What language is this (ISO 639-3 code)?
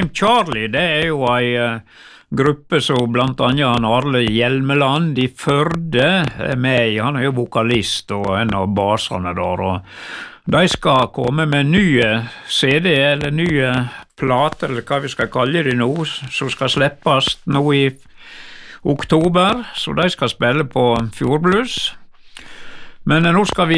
nor